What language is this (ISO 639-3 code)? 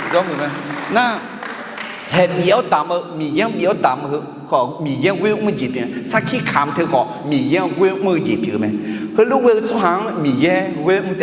ahk